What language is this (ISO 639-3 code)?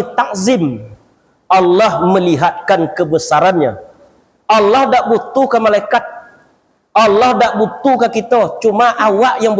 min